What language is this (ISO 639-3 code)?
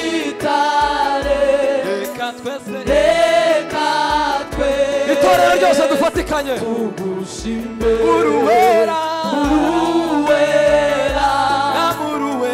kin